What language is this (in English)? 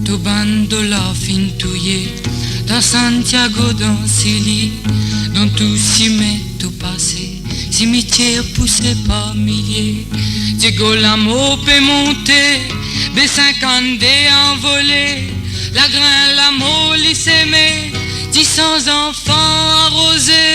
Morisyen